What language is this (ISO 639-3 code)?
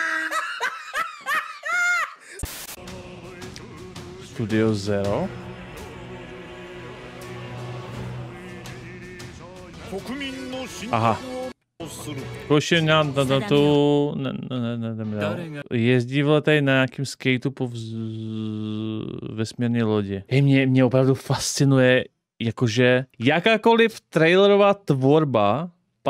ces